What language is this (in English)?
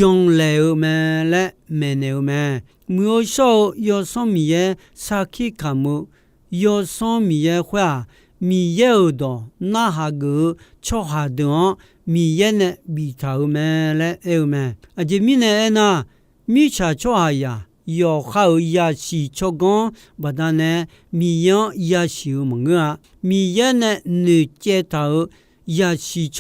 Akha